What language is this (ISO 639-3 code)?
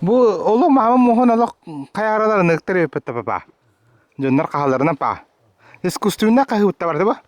sah